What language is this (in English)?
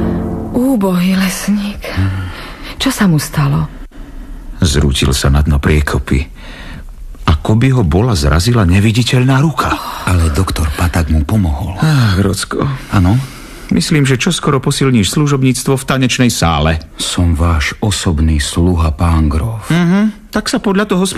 Slovak